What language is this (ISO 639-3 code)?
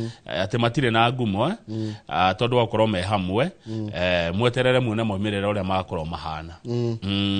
kik